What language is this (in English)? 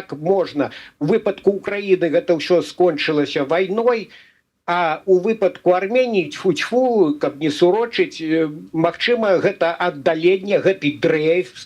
Belarusian